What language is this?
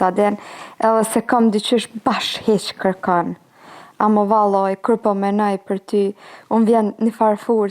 Albanian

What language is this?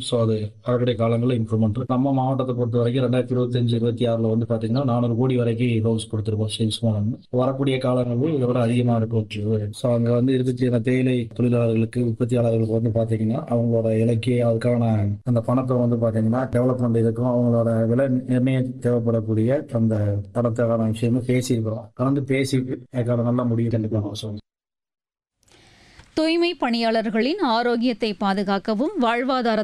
Tamil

